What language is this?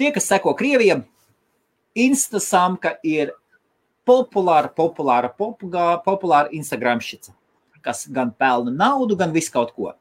Latvian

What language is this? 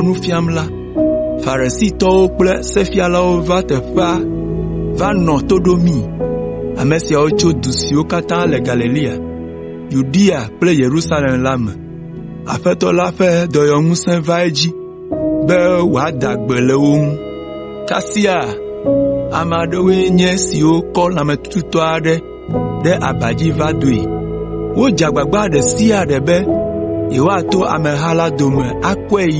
Ewe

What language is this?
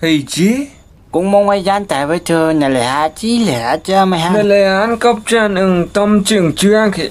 Phom Naga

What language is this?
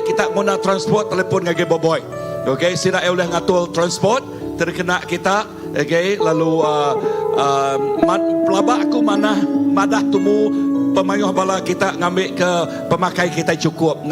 Iban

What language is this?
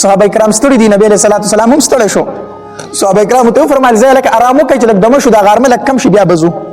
Pashto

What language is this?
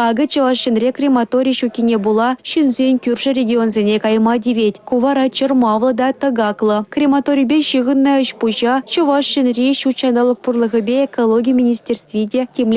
Chuvash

